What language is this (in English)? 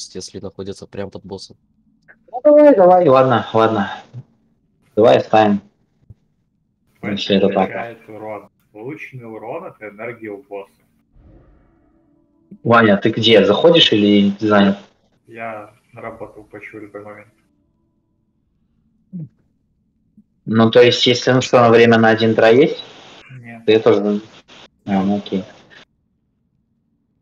Russian